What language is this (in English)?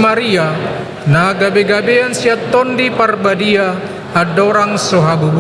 Batak Toba